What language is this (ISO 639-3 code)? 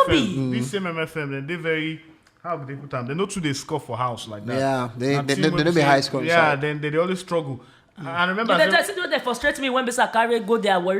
pcm